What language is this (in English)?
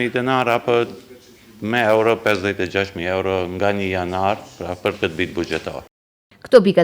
Albanian